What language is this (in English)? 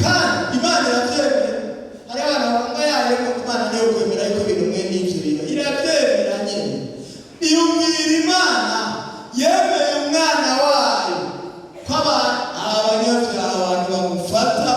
Rundi